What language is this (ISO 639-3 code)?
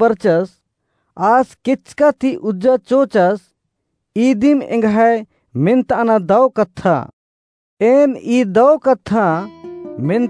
kru